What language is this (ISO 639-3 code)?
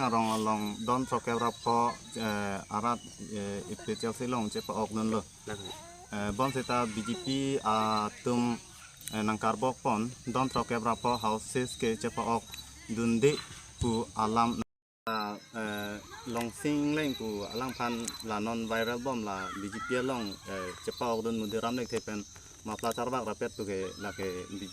mjw